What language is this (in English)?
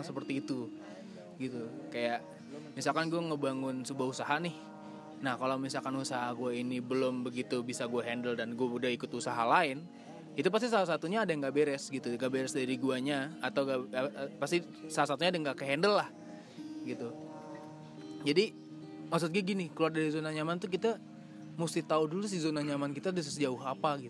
Indonesian